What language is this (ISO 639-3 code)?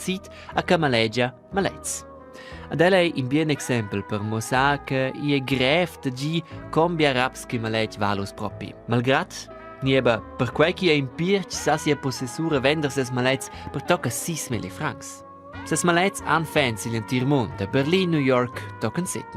roh